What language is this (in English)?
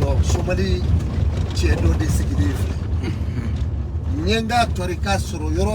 Bambara